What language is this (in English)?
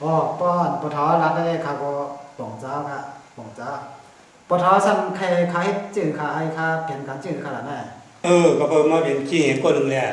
Shan